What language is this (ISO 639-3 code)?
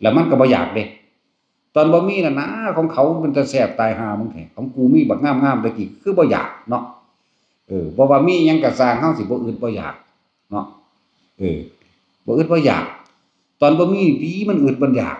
tts